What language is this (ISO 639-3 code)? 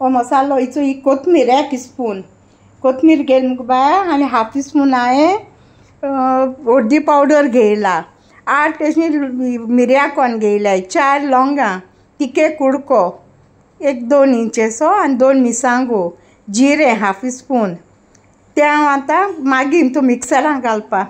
kok